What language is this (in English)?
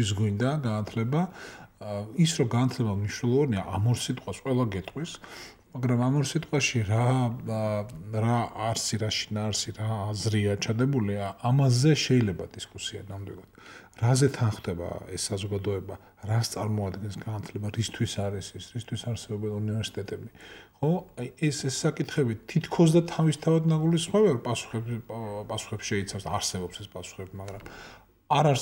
Georgian